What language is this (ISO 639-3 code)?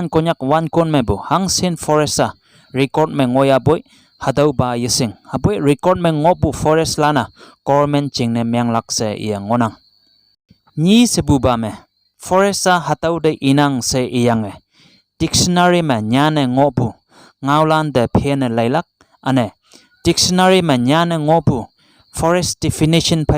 nbe